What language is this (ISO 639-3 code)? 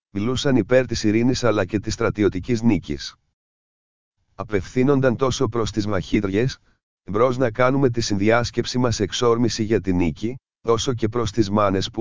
ell